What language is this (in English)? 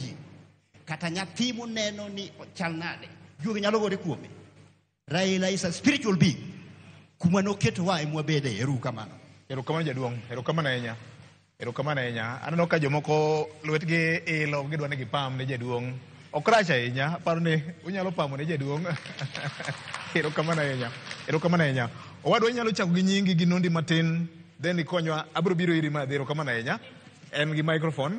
Luo (Kenya and Tanzania)